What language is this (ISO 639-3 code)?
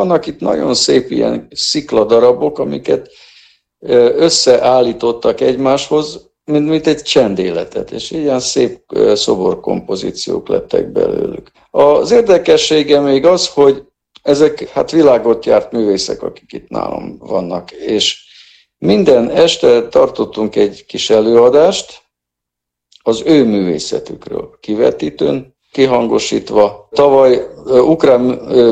hun